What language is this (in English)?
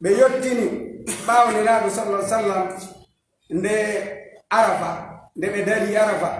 Fula